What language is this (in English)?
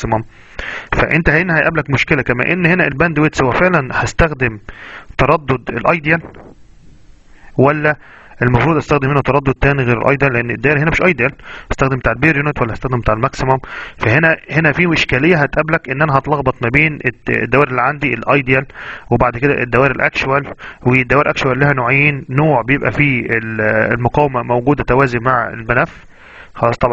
Egyptian Arabic